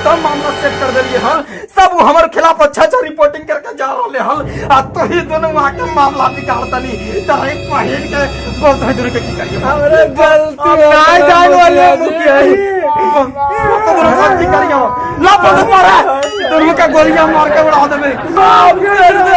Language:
Magahi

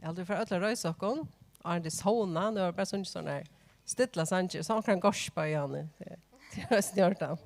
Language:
Faroese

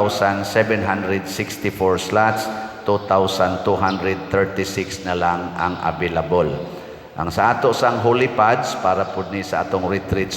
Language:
Cebuano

